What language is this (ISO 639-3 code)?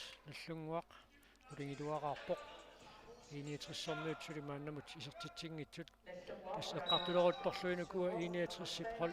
kal